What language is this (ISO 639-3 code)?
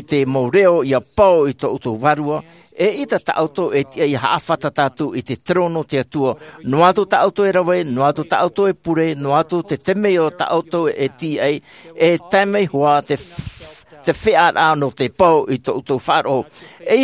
tah